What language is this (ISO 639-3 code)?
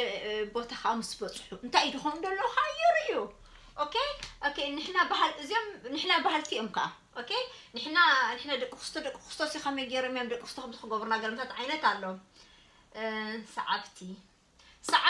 tir